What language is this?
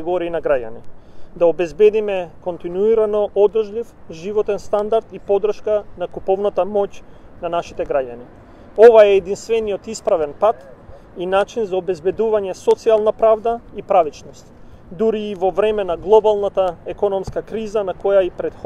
Macedonian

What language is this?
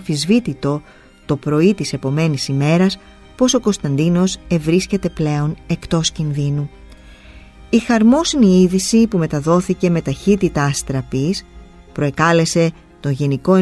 Greek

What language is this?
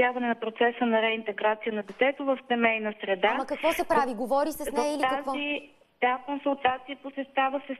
Bulgarian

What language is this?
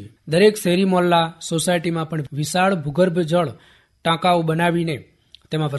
Gujarati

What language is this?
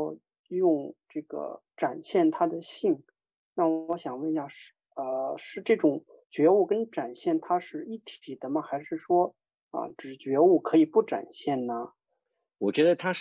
Chinese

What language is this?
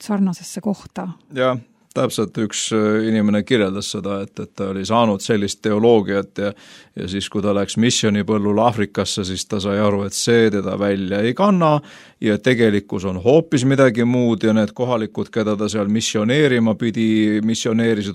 Estonian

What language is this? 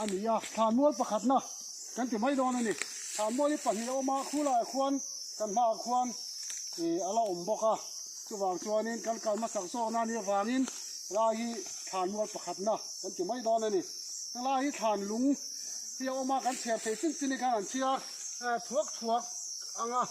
Mizo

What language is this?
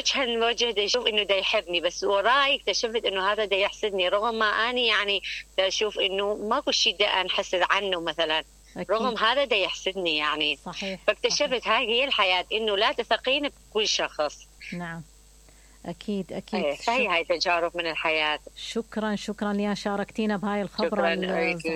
Mesopotamian Arabic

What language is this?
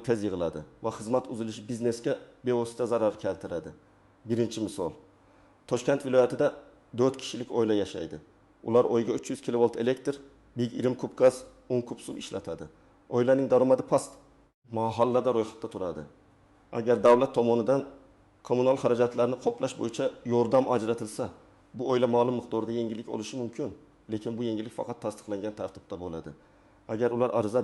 Uzbek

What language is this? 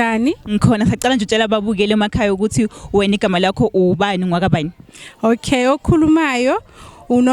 Zulu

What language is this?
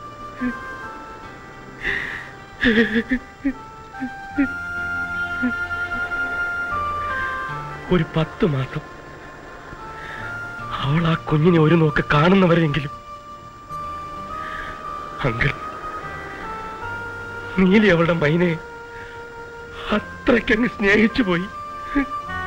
Malayalam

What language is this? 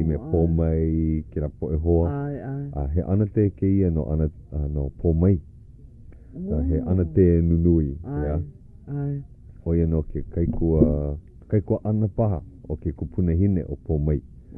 Hawaiian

